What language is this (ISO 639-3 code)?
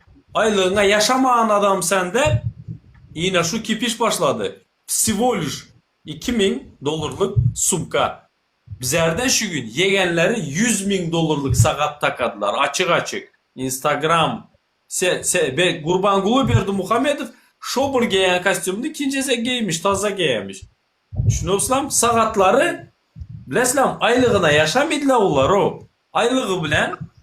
tuk